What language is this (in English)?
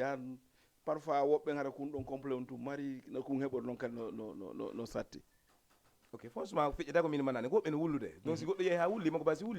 Fula